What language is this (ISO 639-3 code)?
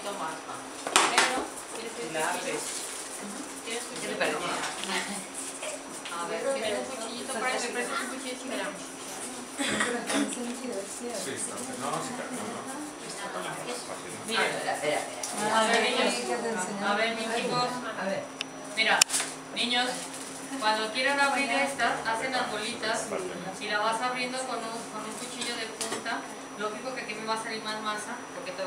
spa